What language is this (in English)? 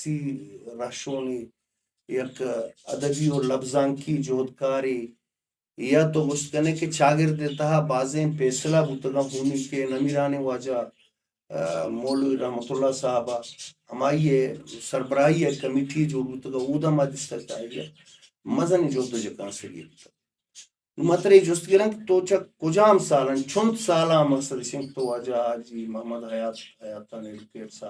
Baluchi